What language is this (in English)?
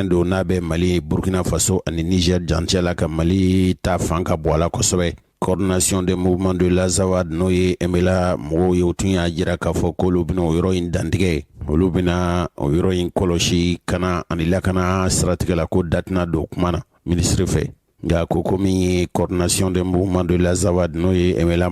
Bambara